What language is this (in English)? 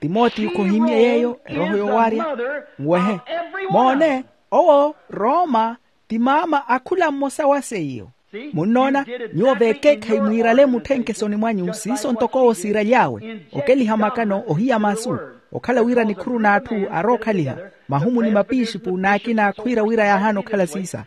Makhuwa